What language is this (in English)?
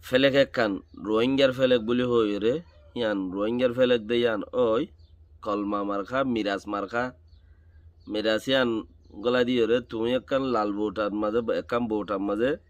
Rohingya